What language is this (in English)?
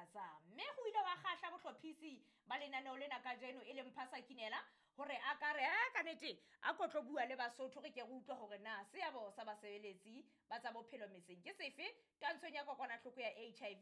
Southern Sotho